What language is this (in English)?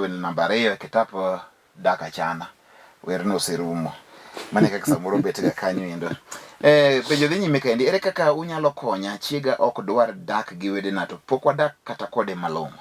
Luo (Kenya and Tanzania)